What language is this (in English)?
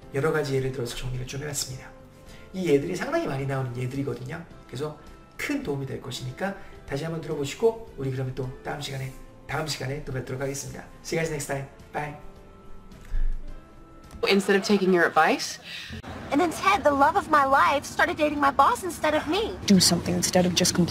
Korean